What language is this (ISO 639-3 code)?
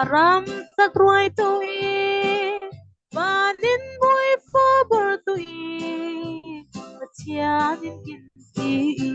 cfm